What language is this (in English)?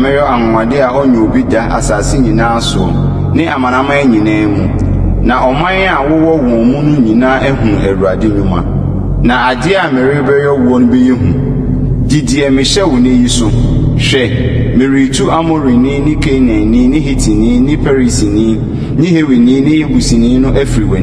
Akan